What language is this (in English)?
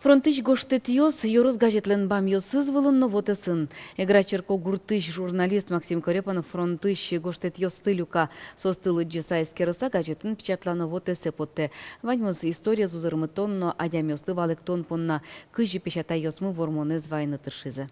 Udmurt